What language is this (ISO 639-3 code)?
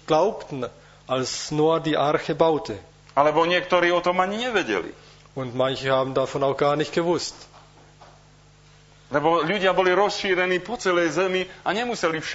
slk